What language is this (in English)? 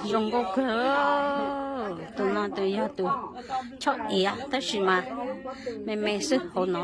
Hmong